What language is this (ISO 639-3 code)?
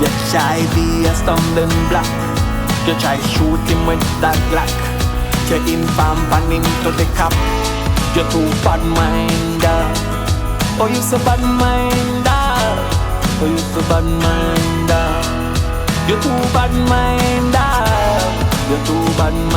jam